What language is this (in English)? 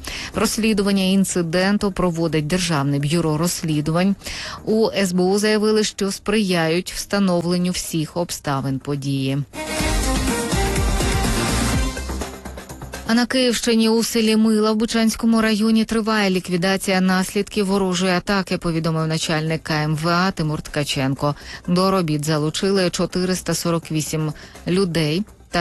Ukrainian